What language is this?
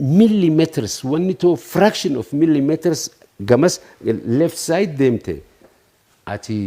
Oromo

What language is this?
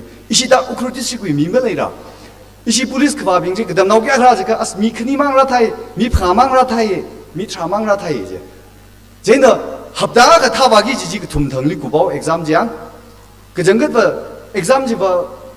Tangkhul Naga (India)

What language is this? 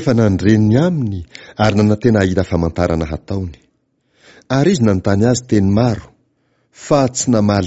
Malagasy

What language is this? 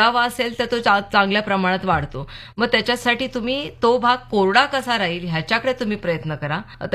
Marathi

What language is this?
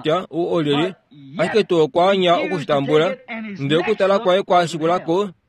Kuanyama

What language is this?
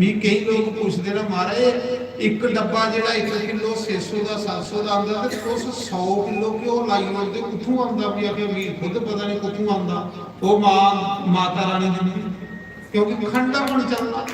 Dogri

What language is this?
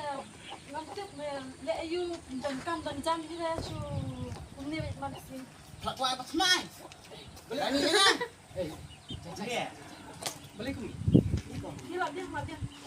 Khasi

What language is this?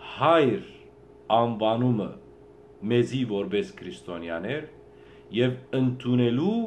Western Armenian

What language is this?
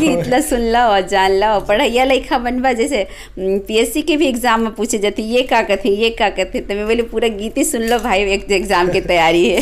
Chhattisgarhi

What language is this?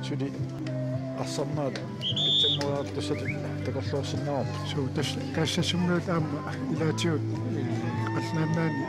Kalaallisut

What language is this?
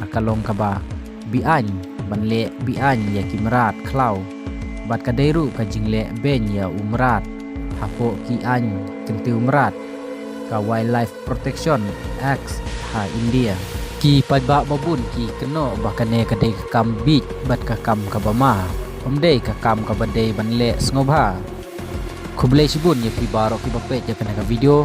Khasi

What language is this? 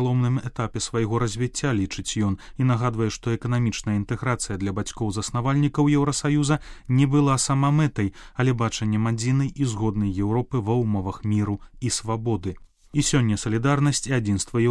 Belarusian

